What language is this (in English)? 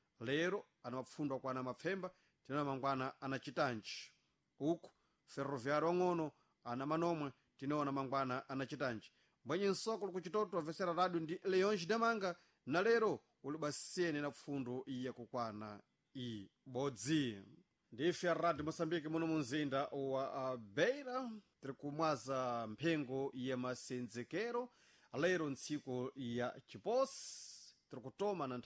Sena